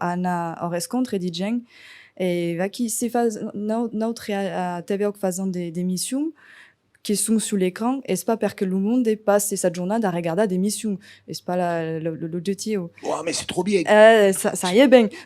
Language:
Occitan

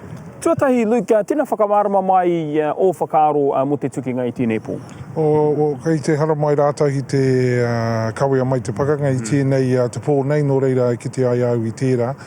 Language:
Māori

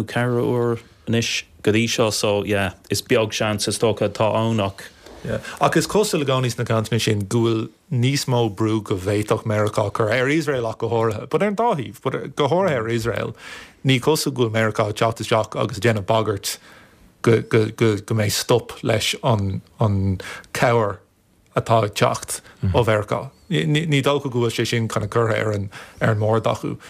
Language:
Irish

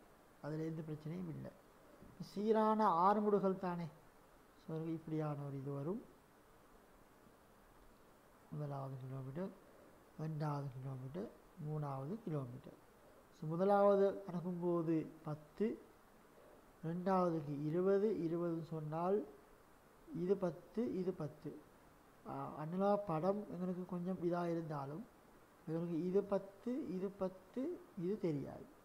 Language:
Tamil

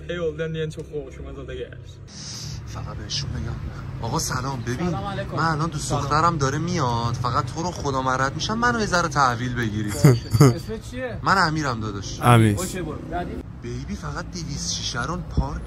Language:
South Azerbaijani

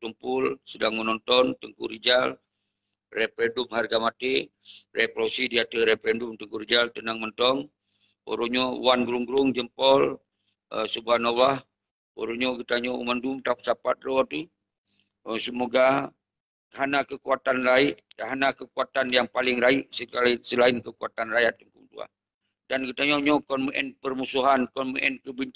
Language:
Achinese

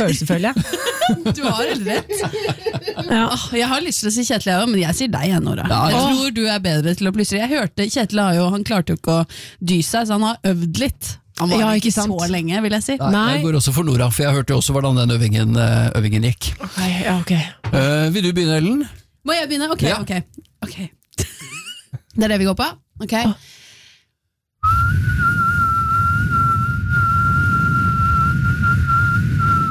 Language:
Norwegian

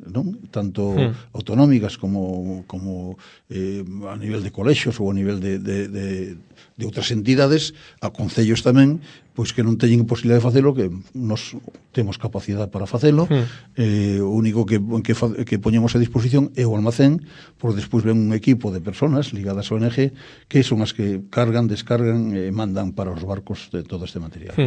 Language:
Galician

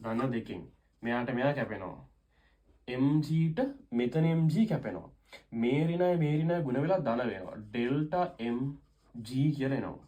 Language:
Sinhala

